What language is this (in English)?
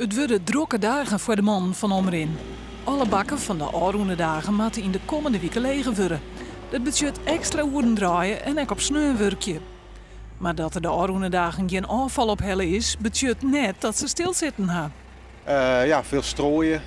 Western Frisian